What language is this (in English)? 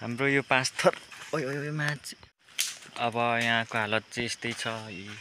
Nepali